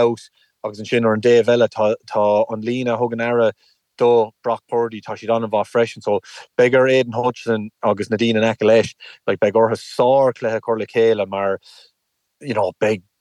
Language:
Irish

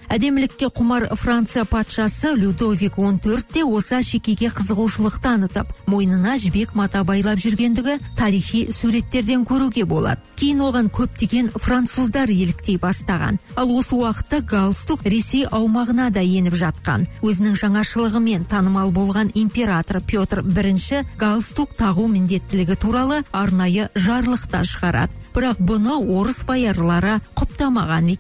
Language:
Kazakh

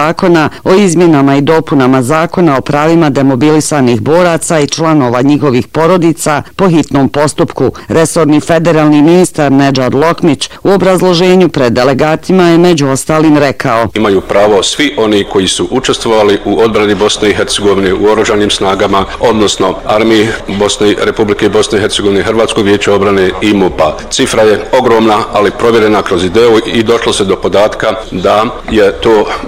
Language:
Bosnian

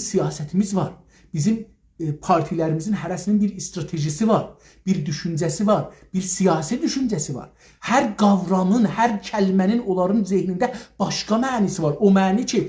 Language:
South Azerbaijani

